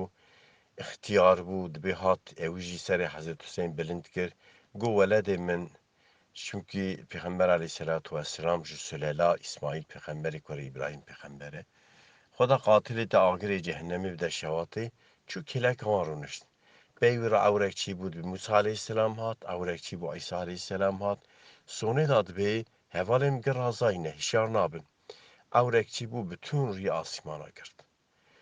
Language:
Kurdish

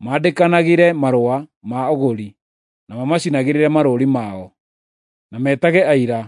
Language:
Kikuyu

